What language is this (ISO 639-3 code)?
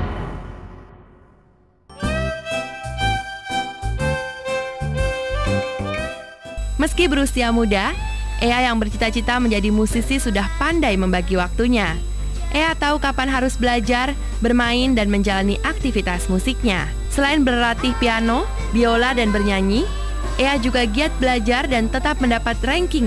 ind